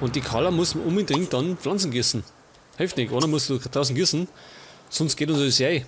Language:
Bavarian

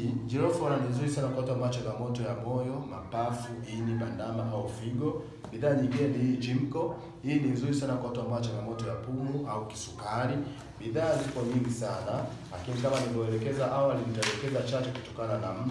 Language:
Swahili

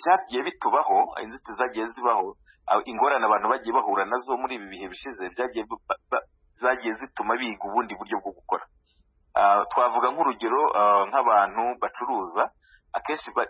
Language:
Kinyarwanda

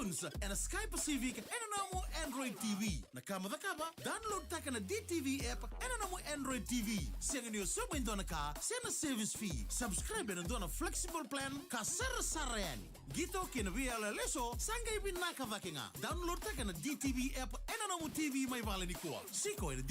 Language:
Fijian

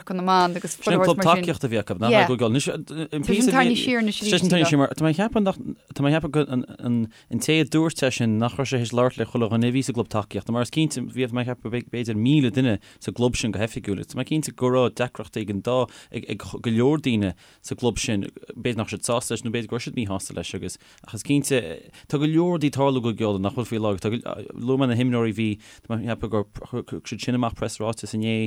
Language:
Irish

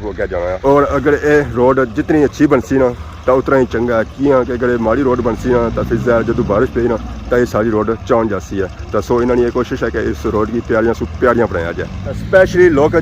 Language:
Pahari-Potwari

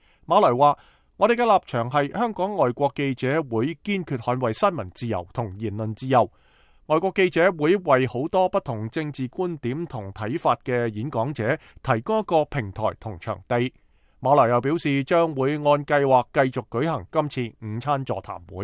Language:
Cantonese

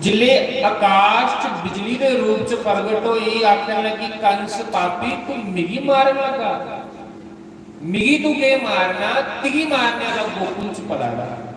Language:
Dogri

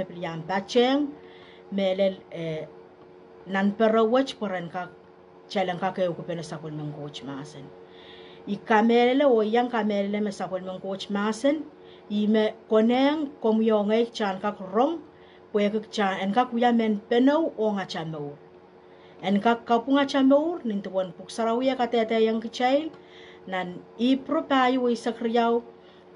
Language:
Pohnpeian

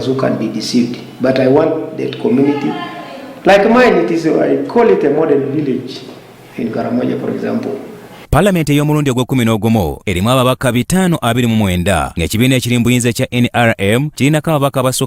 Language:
Ganda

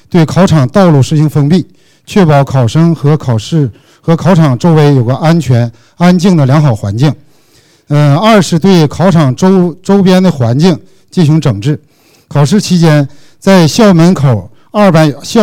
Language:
Chinese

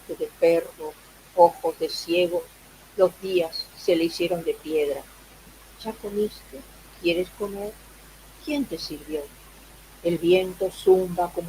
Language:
Ladino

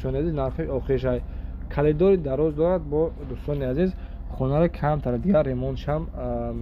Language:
Tajik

